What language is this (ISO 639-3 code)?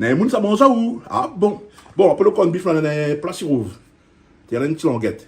rcf